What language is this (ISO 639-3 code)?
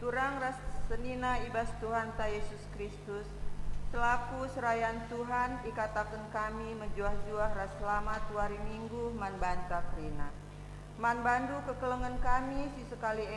btx